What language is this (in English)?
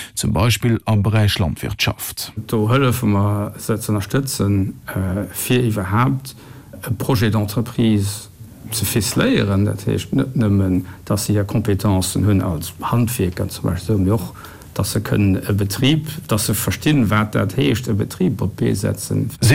Luxembourgish